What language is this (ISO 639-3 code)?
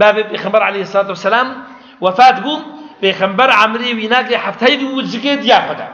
kur